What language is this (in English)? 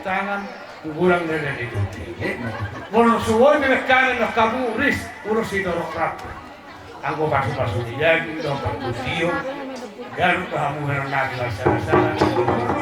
Batak Toba